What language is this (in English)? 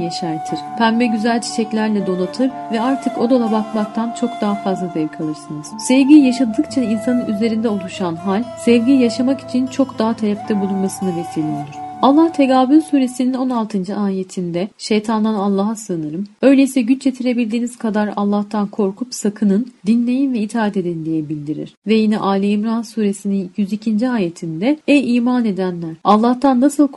Turkish